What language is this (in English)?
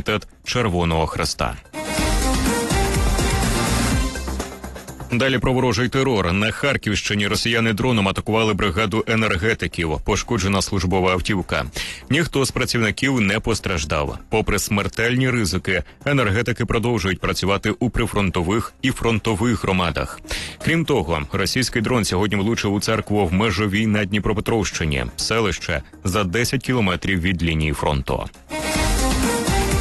Ukrainian